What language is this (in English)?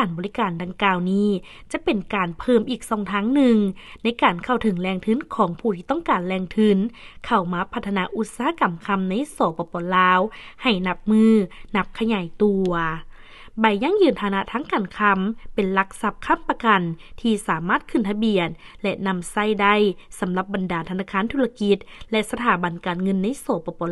Lao